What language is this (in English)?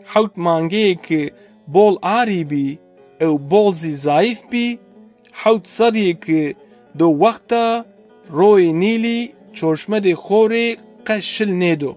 Zaza